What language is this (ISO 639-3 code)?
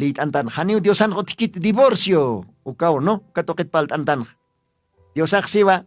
aym